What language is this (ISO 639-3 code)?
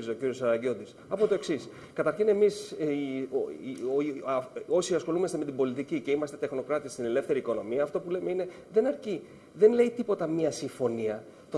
ell